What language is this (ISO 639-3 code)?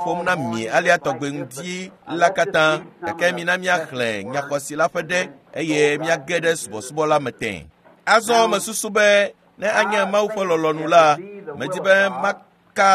ewe